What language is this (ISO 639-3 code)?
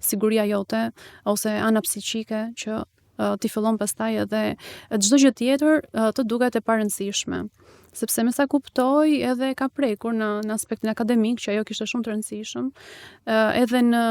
sqi